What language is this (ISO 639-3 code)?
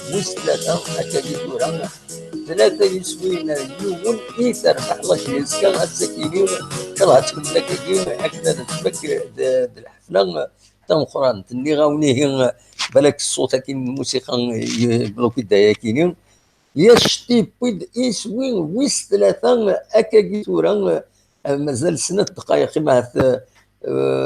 kab